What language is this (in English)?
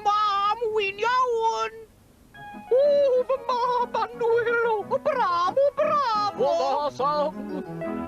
Welsh